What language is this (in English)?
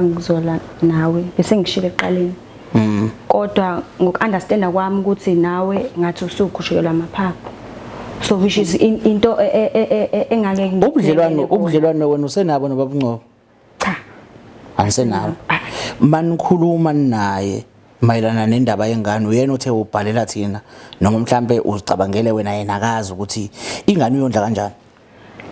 Zulu